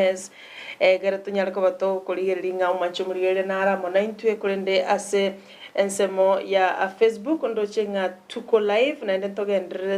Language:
Gusii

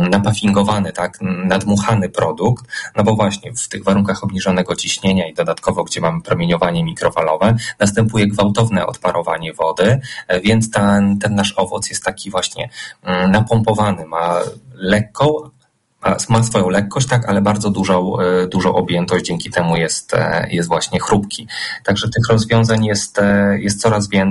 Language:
Polish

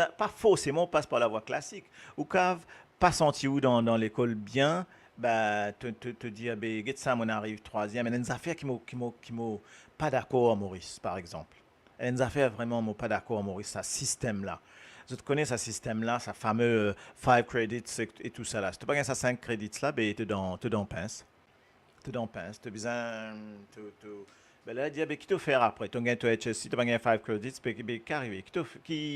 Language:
Morisyen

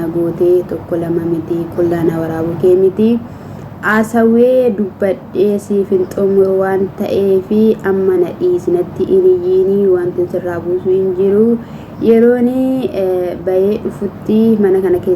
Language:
Oromo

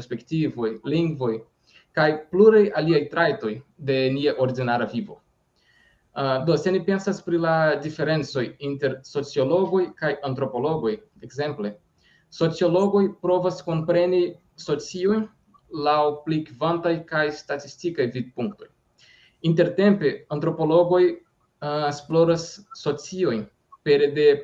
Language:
Esperanto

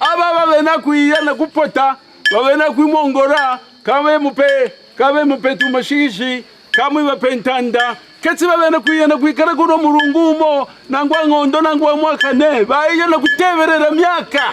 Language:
Kaonde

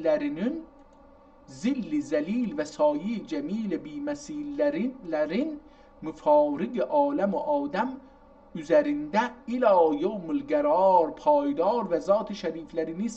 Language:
South Azerbaijani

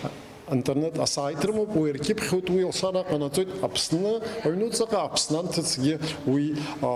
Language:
Abkhazian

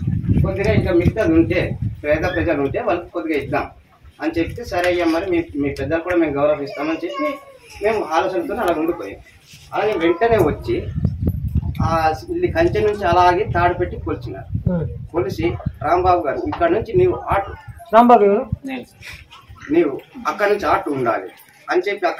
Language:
Telugu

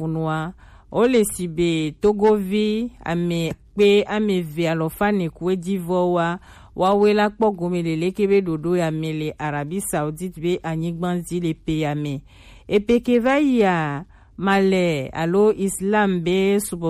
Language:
Gen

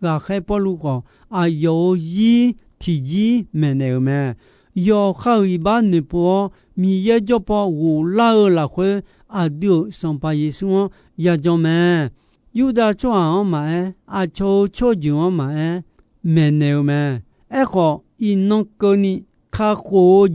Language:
Akha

